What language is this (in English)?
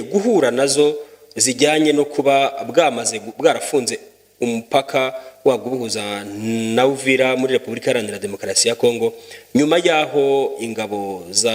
Kinyarwanda